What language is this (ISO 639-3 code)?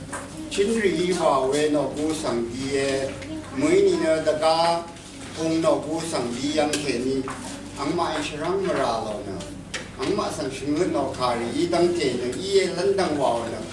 raw